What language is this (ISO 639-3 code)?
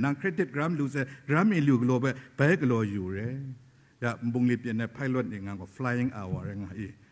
kac